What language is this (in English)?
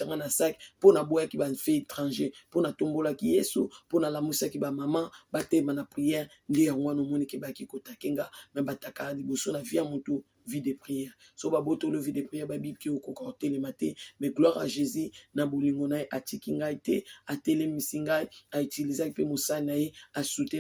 Lingala